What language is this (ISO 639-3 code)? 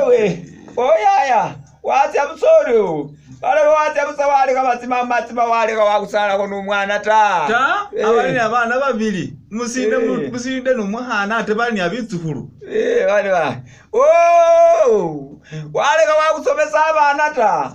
myx